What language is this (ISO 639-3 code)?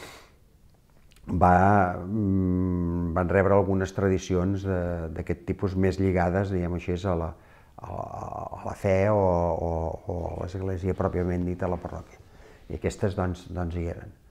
cat